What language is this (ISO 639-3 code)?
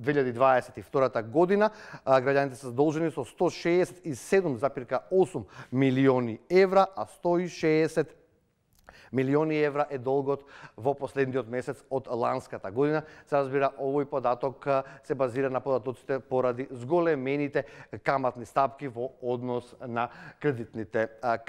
mkd